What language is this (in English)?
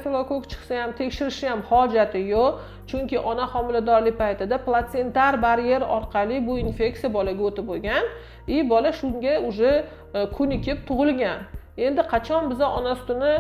Uzbek